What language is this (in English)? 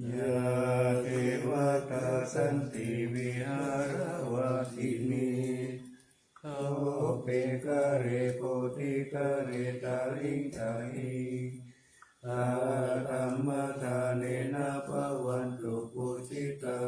Pali